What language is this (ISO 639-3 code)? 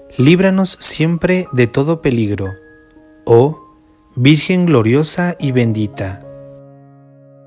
spa